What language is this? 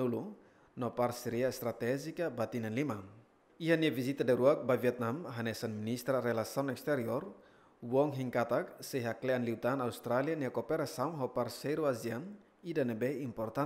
Tetum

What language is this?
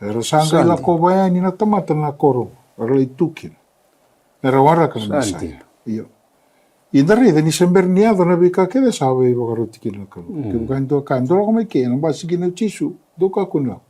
Fijian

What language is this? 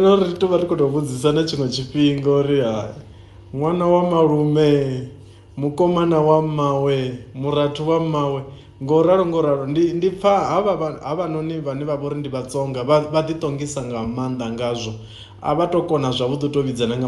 Venda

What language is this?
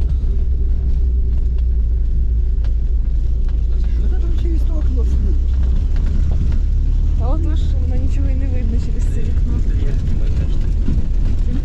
Ukrainian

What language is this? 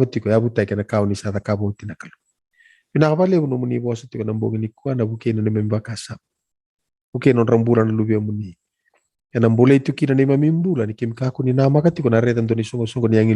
Fijian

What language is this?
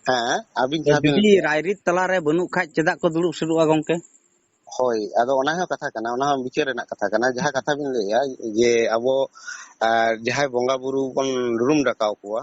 Santali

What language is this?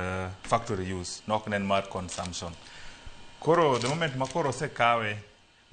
Luo (Kenya and Tanzania)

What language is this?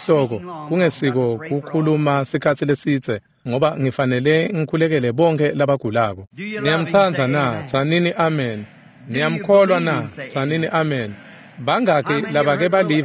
Swati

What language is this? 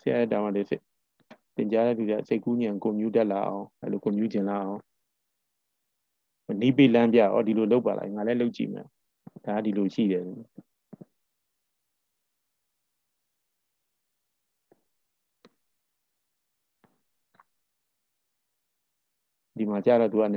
Burmese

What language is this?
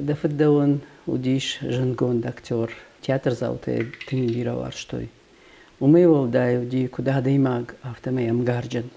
Ossetic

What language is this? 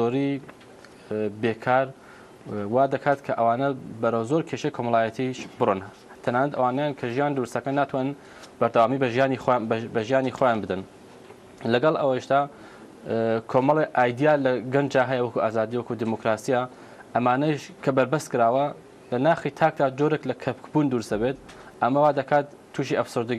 Central Kurdish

